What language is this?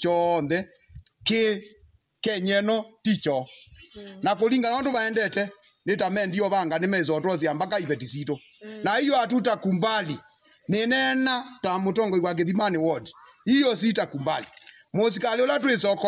Kamba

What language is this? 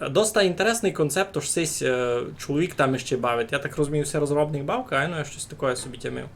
Rusyn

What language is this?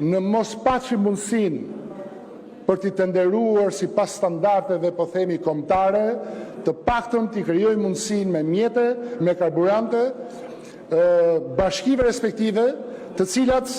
Albanian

